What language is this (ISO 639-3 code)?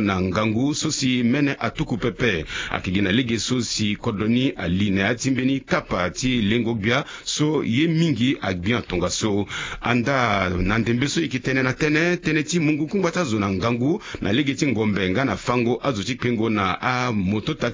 sag